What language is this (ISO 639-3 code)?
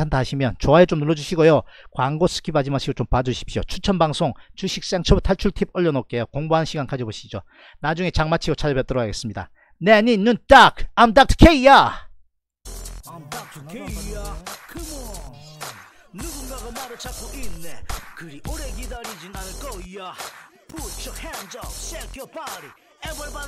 kor